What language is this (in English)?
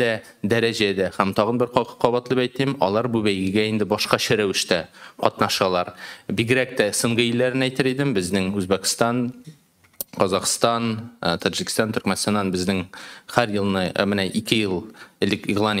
Tatar